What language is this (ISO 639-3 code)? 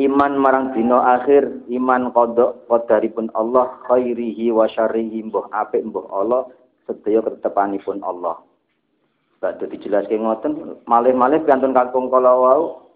jav